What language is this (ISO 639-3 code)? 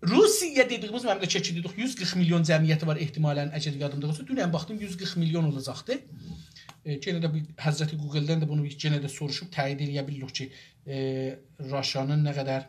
azb